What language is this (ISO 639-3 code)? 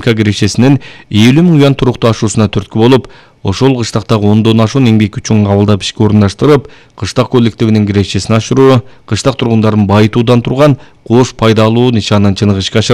kir